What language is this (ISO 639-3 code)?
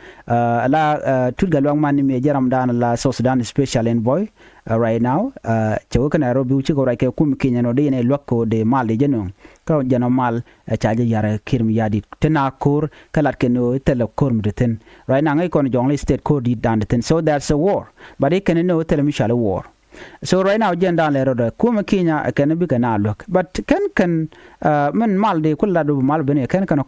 nus